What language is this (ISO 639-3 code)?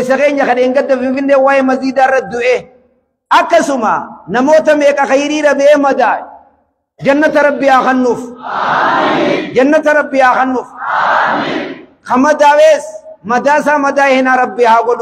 orm